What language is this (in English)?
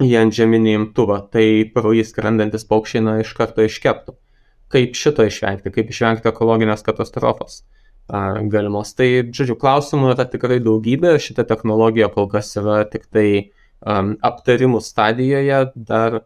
Lithuanian